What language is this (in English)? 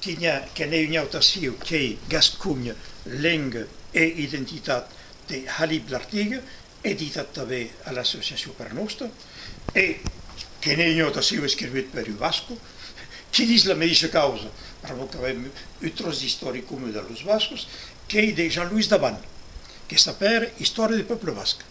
Occitan